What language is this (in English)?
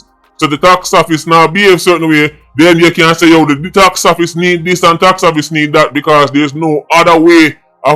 Jamaican Creole English